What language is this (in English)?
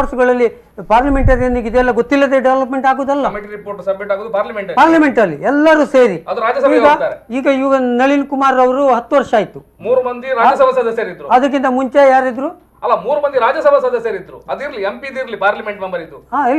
Kannada